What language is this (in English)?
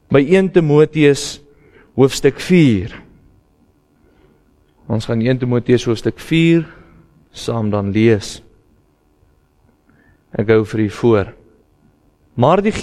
Afrikaans